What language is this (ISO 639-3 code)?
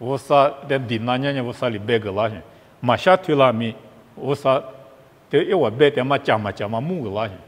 lis